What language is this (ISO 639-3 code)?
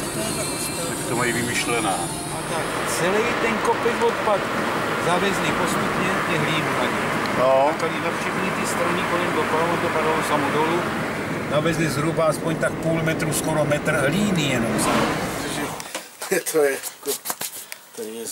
ces